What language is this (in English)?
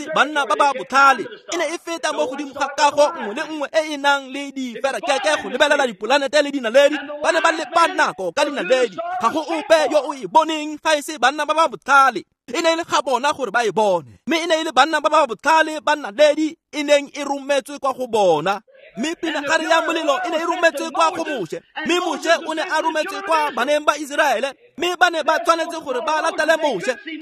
Tswana